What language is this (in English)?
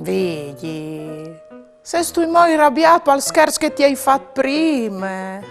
Friulian